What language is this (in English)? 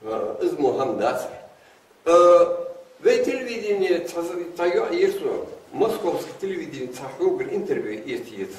Ingush